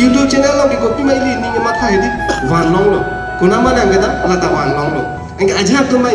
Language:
Karbi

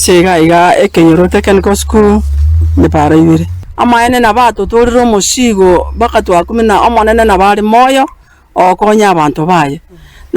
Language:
Gusii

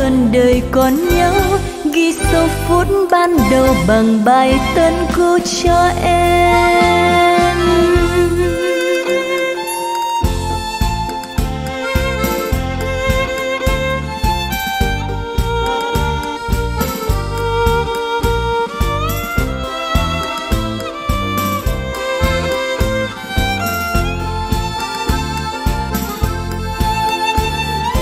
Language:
Vietnamese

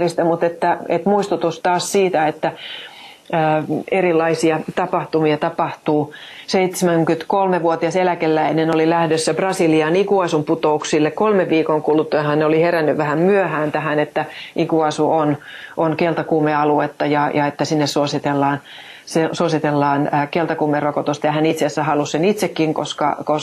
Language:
Finnish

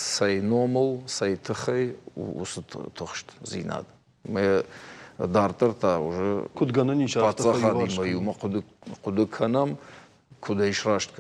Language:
Ossetic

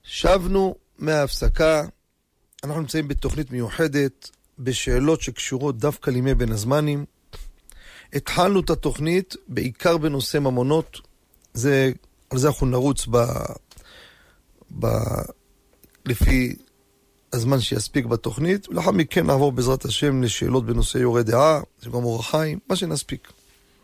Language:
Hebrew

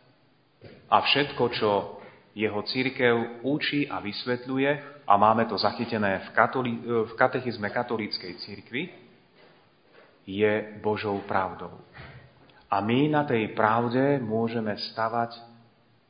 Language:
Slovak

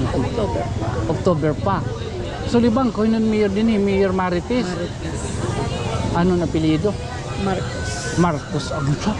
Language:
Waray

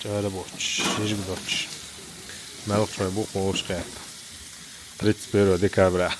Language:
Chechen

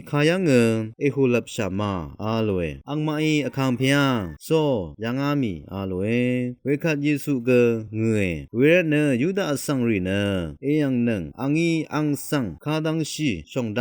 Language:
Rawang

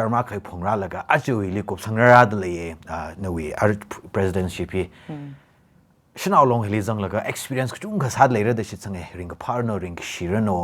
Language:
Tangkhul Naga (India)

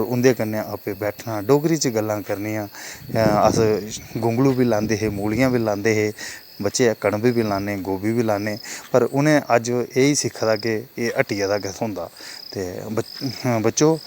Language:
Dogri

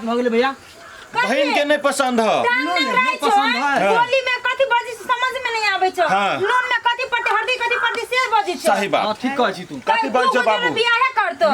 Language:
Maithili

